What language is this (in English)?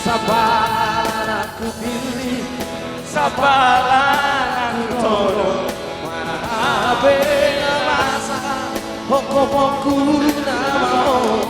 Batak Toba